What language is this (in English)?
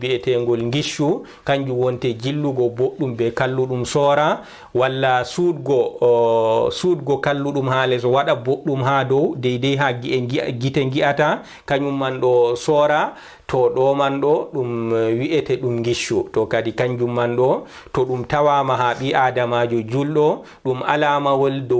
Fula